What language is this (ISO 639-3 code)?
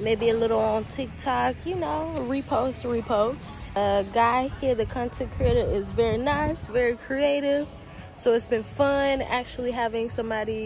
eng